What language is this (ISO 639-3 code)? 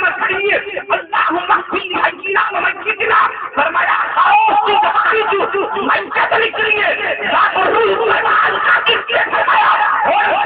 skr